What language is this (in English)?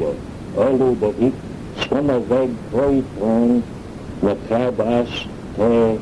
Manx